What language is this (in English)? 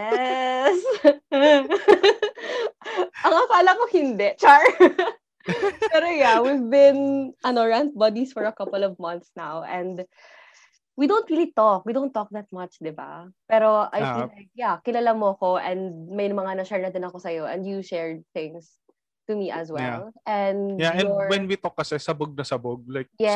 Filipino